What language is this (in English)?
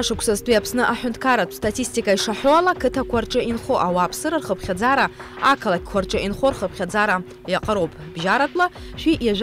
Abkhazian